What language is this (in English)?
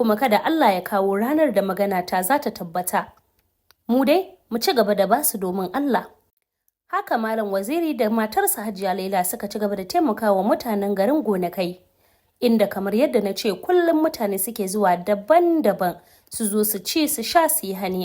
Hausa